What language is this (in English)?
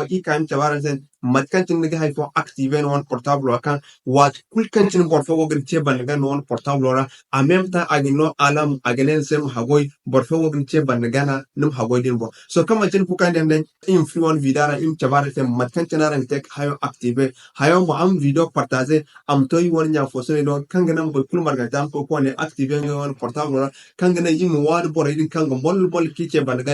Zarma